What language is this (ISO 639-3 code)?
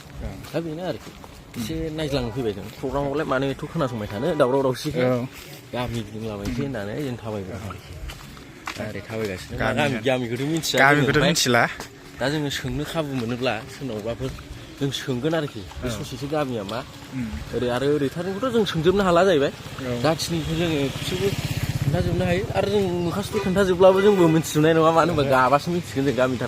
brx